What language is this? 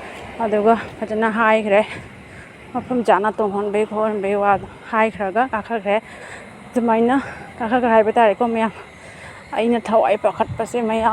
Manipuri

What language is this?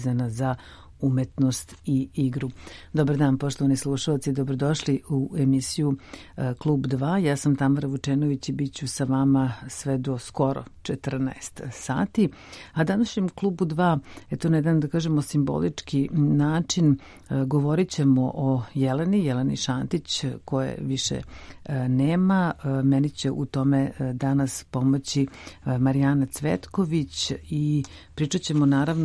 Serbian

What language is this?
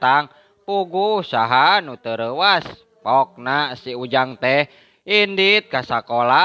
Sundanese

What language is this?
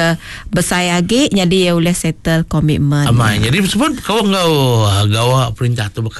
Iban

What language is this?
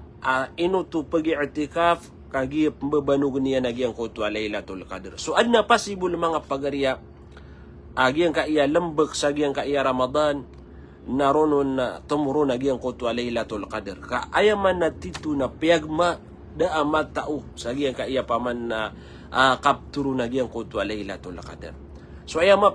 Maranao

